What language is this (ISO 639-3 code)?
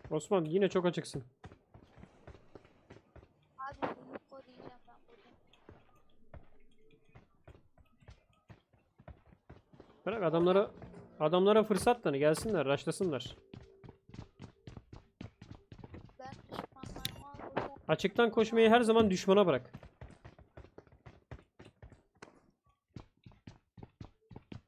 tur